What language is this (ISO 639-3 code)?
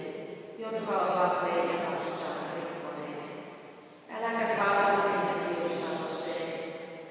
fin